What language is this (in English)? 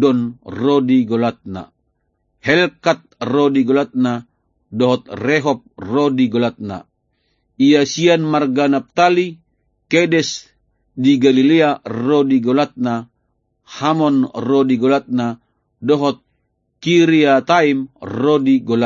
Batak Toba